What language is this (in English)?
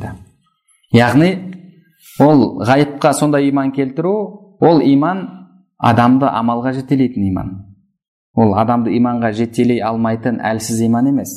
Kazakh